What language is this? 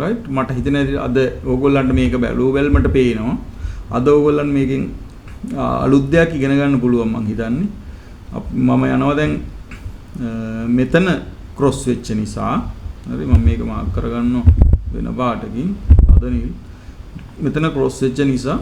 Sinhala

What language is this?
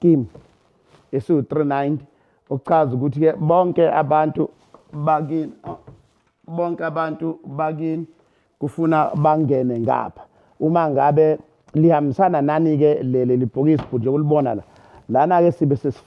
Zulu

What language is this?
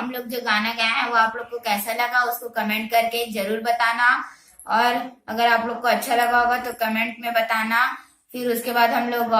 Chhattisgarhi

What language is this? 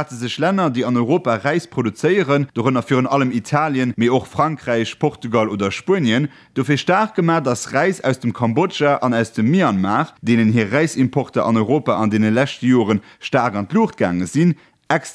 Luxembourgish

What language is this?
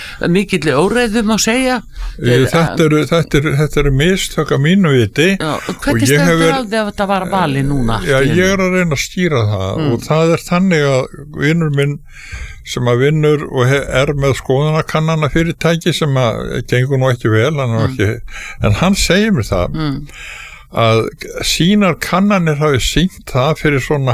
Icelandic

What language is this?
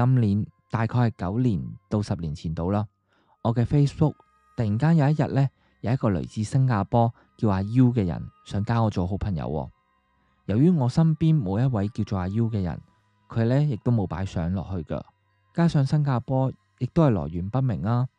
Cantonese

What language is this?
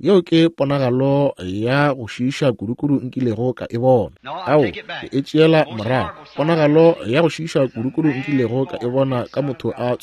Northern Sotho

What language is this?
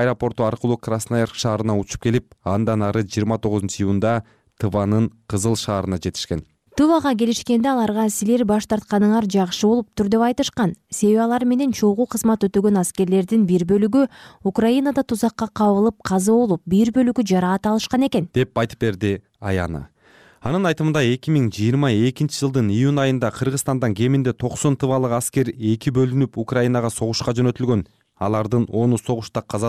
Kyrgyz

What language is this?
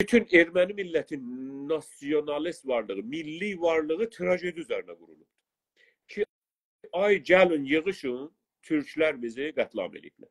South Azerbaijani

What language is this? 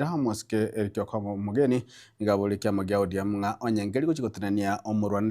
Gusii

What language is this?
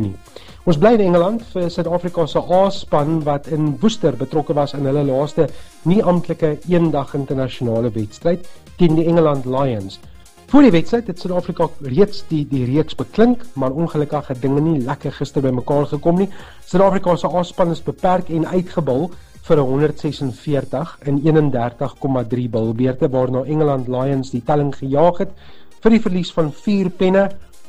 Afrikaans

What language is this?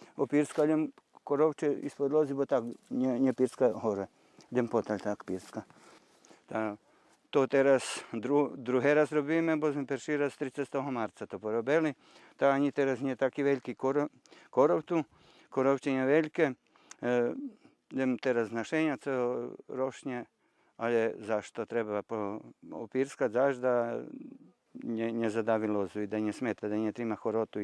Rusyn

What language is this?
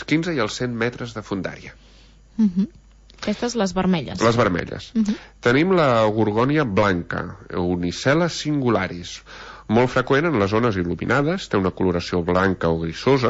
Catalan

